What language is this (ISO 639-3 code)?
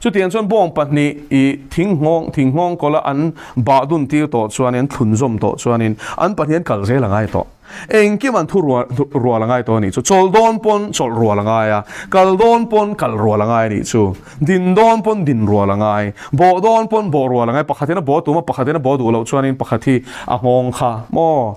lus